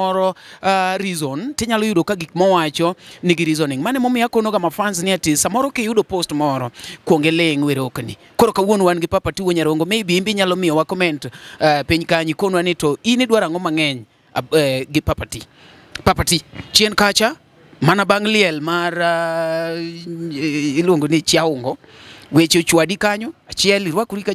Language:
Luo (Kenya and Tanzania)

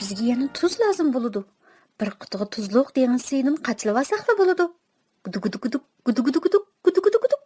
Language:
Uyghur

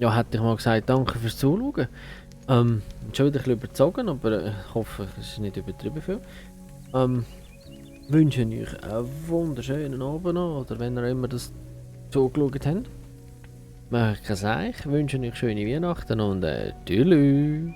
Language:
Swiss German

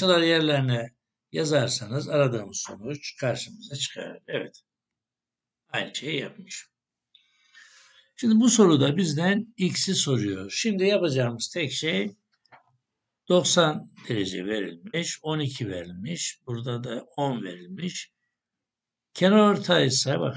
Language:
Turkish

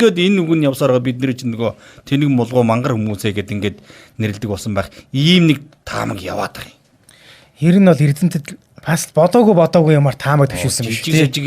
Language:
Mongolian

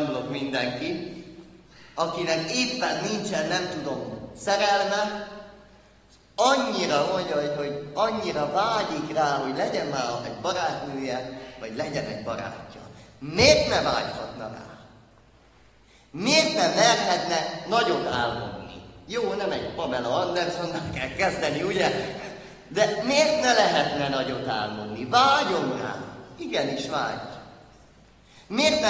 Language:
Hungarian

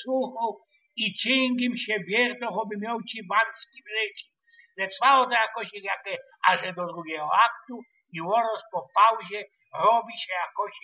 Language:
Silesian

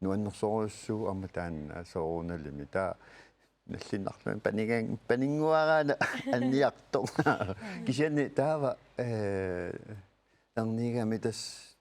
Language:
Kalaallisut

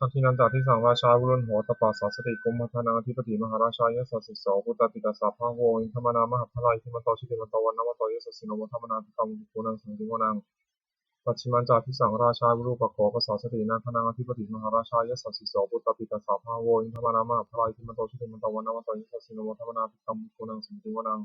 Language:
Pali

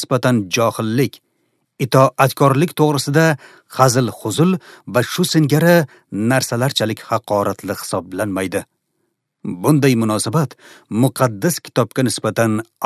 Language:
Uzbek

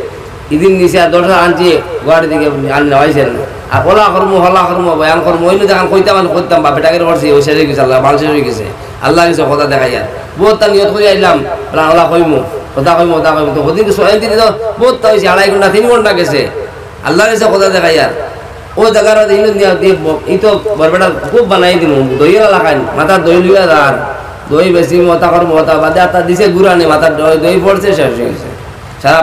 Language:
Sylheti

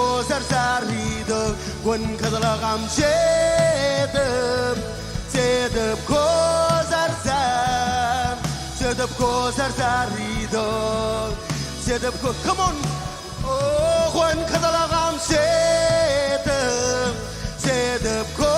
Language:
Marshallese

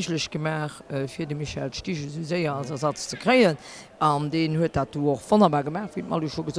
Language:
Luxembourgish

